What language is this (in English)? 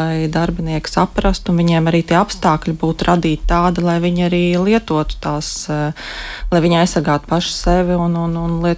Latvian